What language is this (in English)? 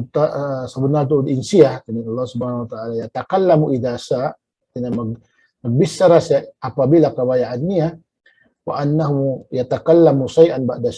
Tausug